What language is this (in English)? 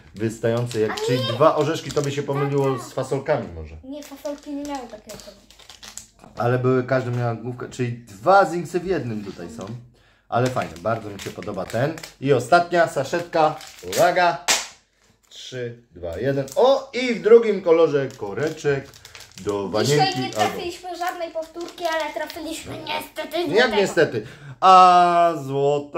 Polish